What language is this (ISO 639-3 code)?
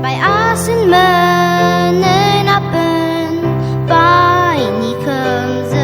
njo